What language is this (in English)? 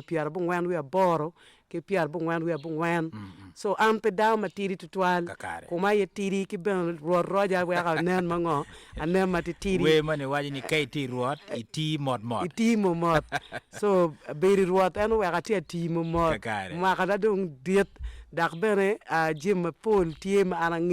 Acoli